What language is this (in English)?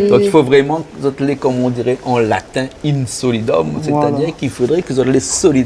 Réunion Creole French